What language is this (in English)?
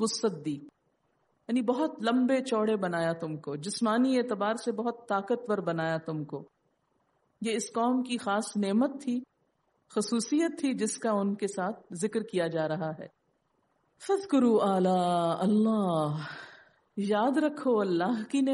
Urdu